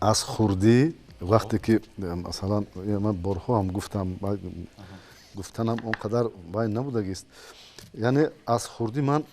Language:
Tajik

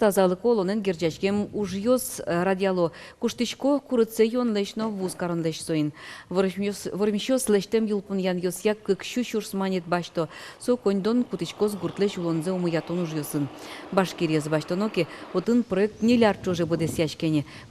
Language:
Udmurt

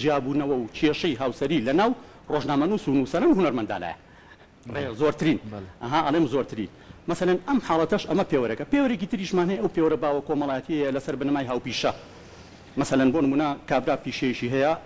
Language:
Central Kurdish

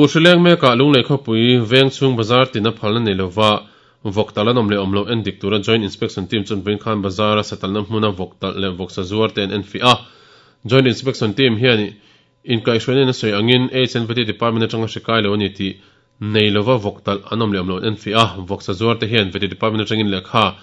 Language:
Mizo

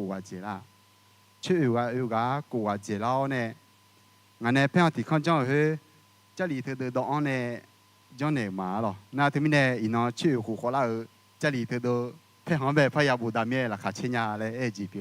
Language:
Akha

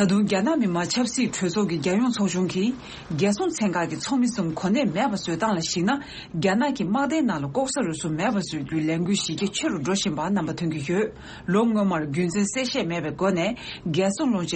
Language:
Tibetan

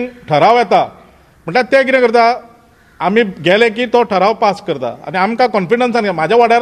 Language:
Konkani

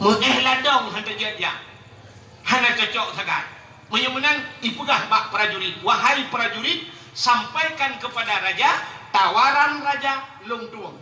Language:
Achinese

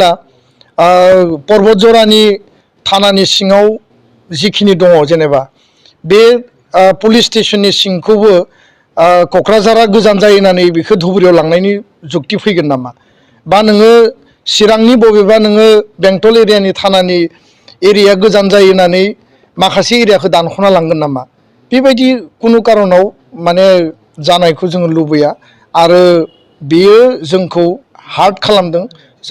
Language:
Bodo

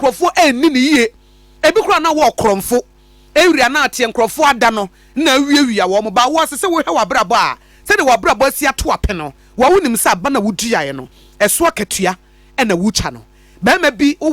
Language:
Akan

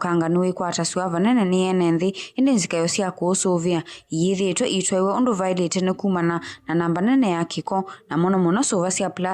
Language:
Kamba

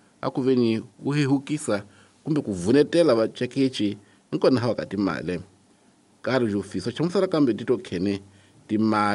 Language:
Tsonga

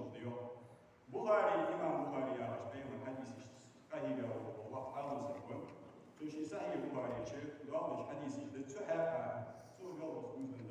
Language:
Ingush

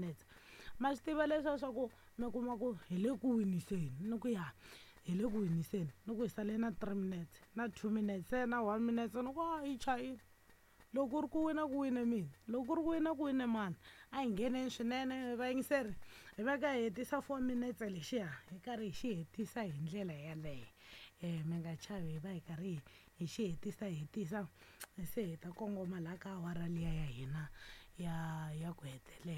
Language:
Tsonga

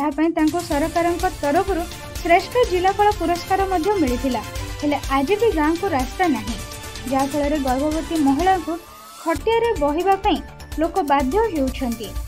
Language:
Odia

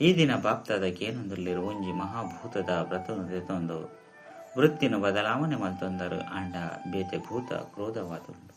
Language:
Tulu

